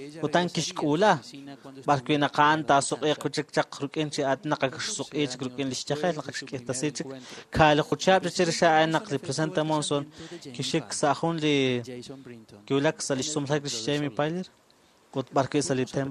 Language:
Kekchí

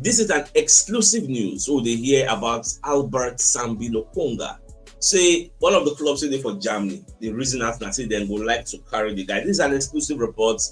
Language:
Nigerian Pidgin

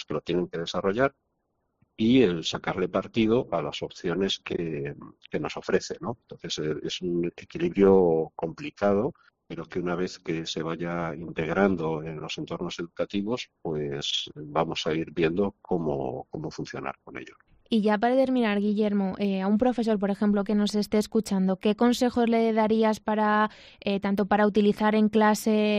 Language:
Spanish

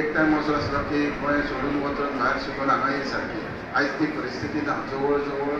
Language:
Konkani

